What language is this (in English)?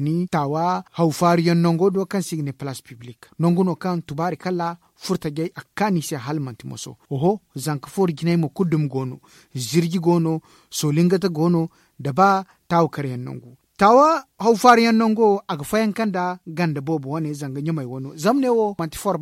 Zarma